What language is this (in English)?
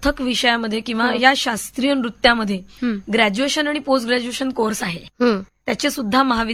Marathi